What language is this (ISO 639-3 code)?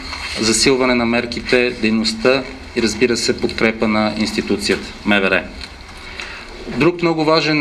bul